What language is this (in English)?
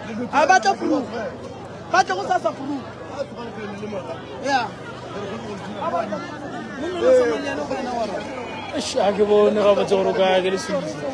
Northern Sotho